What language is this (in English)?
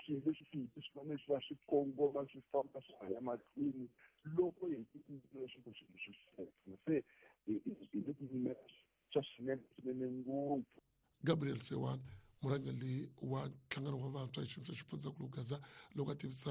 Tsonga